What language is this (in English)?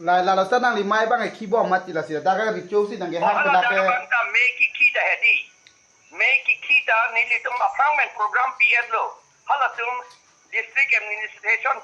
Karbi